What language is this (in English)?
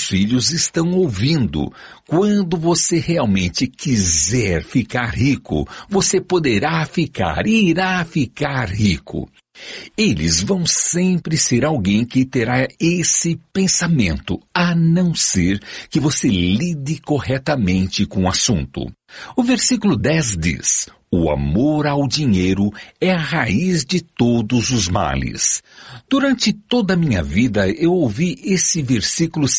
Portuguese